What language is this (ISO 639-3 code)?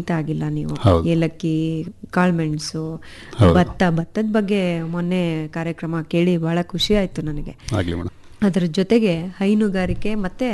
kan